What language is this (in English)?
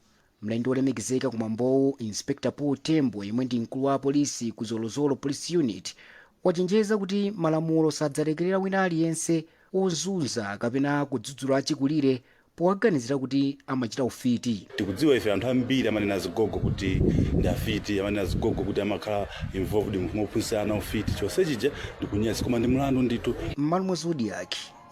Nyanja